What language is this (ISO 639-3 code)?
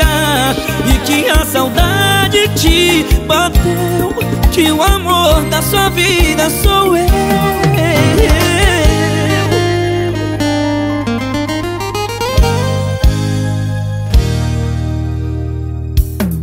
por